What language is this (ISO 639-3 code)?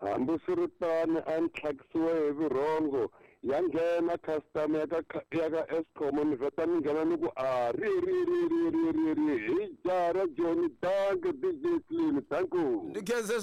tso